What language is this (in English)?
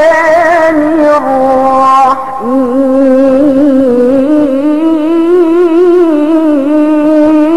Yakan